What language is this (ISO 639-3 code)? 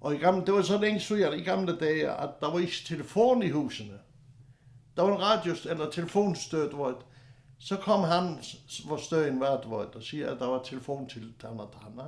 fao